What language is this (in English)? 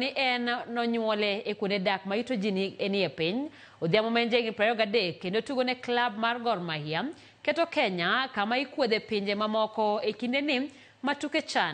Luo (Kenya and Tanzania)